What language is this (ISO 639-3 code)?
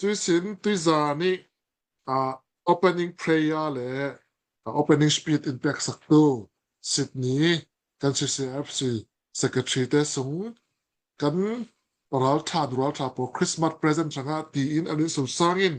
cfm